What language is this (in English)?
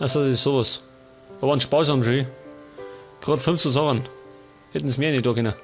Bavarian